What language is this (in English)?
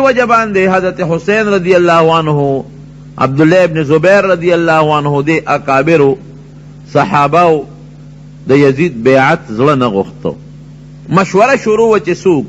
Pashto